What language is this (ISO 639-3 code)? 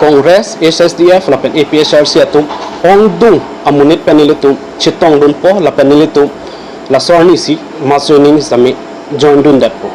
mjw